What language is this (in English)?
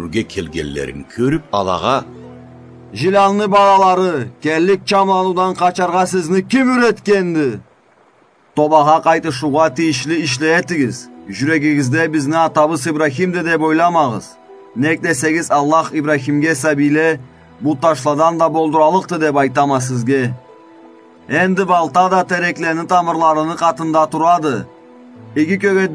Karachay-Balkar